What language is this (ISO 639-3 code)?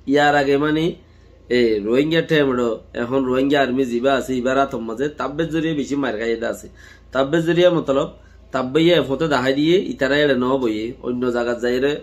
rhg